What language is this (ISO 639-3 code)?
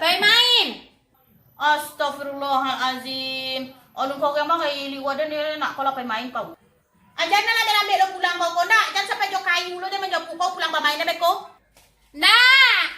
min